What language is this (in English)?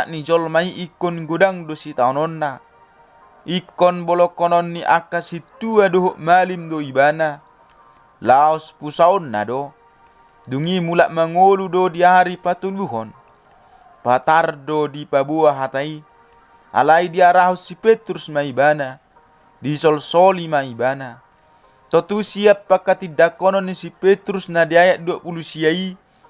Batak Toba